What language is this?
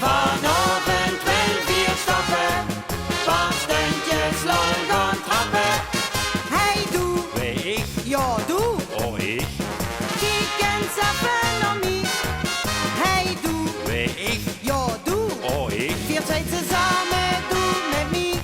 Limburgish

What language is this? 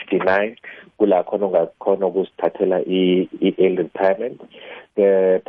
South Ndebele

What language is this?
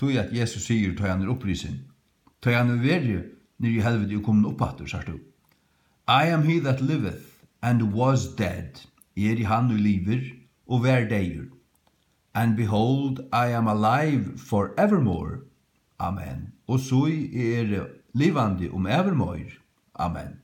Faroese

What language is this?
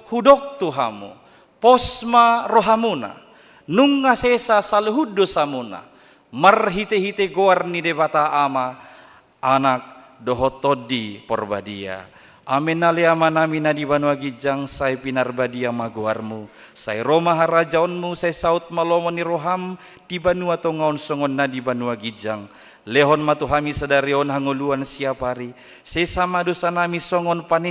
Batak Toba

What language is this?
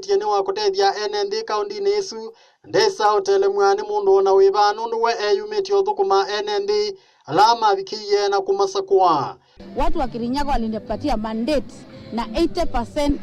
Kamba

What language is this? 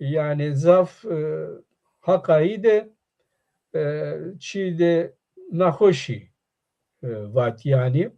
Zaza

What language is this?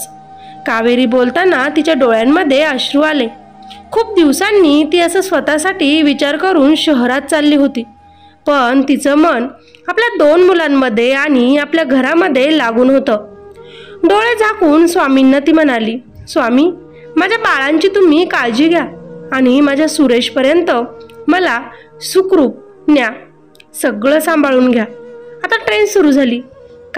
Marathi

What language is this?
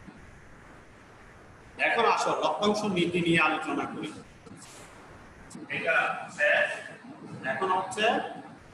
Bangla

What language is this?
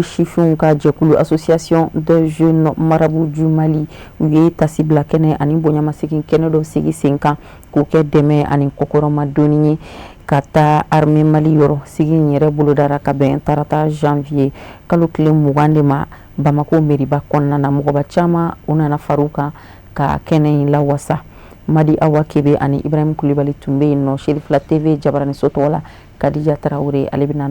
Bambara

